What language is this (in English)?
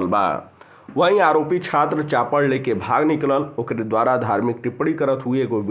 Bhojpuri